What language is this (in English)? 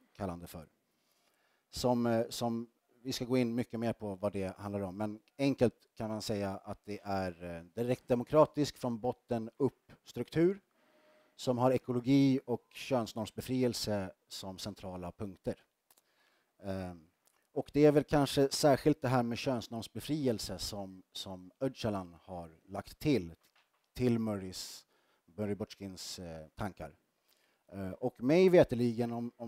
Swedish